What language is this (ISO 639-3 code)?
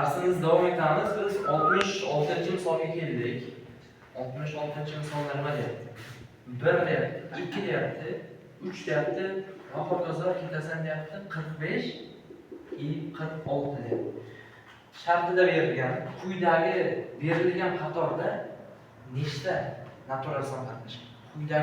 uzb